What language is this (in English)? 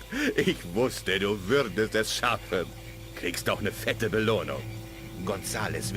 Bavarian